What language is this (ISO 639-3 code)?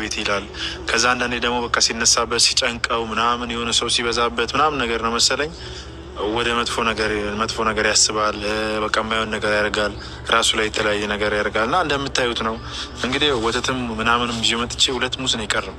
amh